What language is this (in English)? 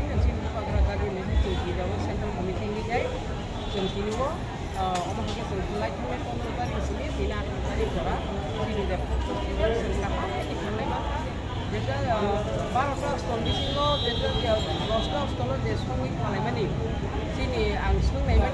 Kok Borok